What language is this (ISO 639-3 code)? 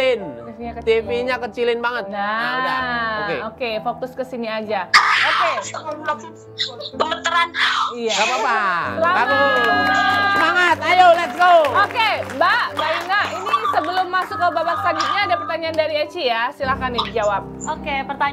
ind